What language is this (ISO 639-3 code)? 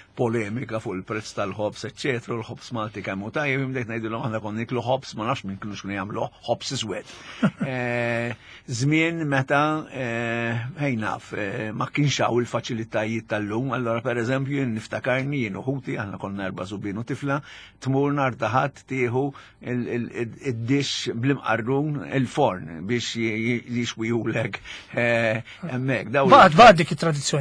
mlt